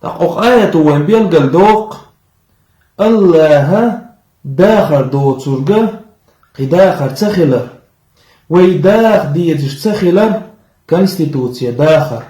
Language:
Chechen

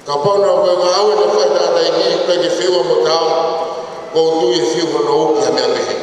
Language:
Tongan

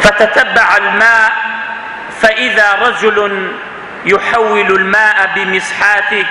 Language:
Central Kurdish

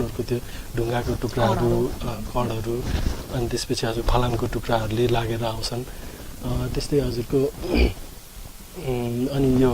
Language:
Nepali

